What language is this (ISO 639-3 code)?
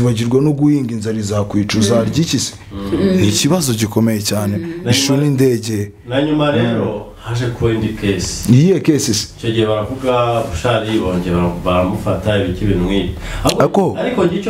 kin